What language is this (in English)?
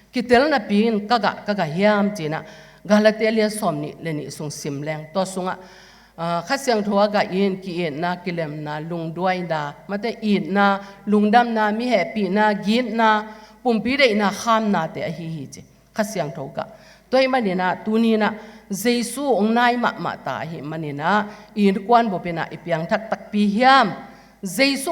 Tedim Chin